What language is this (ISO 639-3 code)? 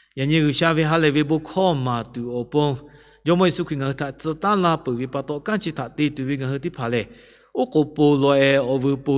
lhu